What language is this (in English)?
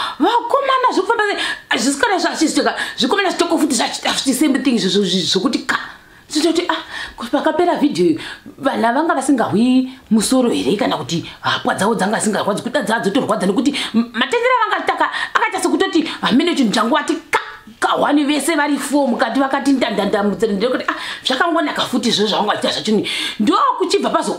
Shona